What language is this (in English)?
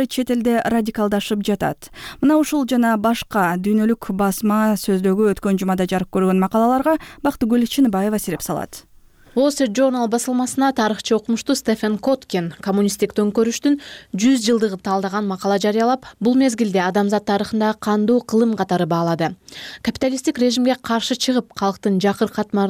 Kyrgyz